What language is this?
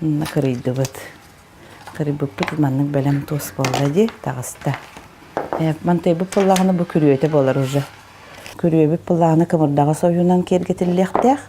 Yakut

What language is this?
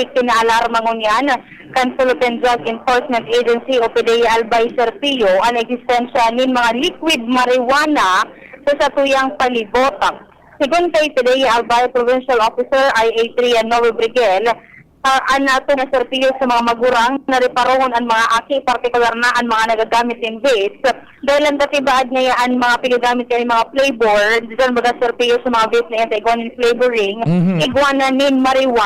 Bikol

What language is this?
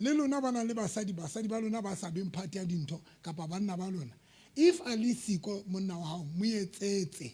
Southern Sotho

